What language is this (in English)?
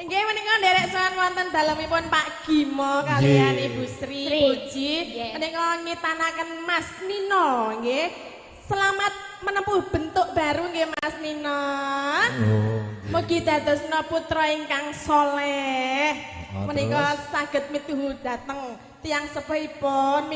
Javanese